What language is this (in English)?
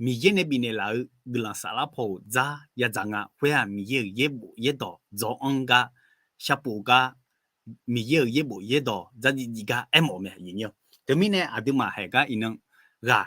Akha